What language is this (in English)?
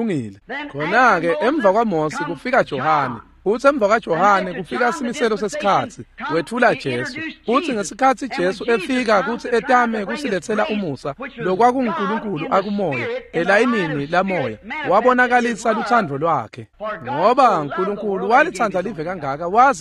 Swati